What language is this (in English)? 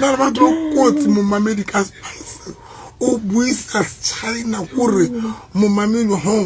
Southern Sotho